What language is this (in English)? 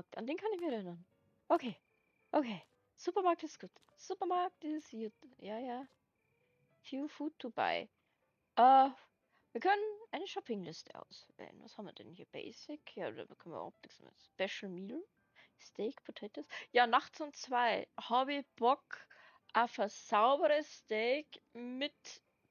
Bavarian